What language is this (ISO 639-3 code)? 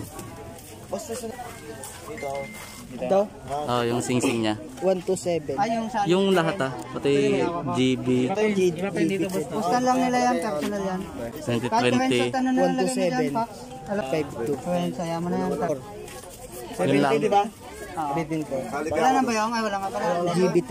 fil